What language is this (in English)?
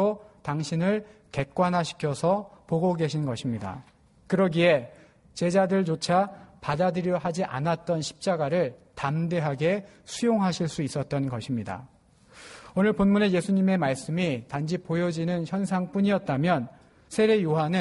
Korean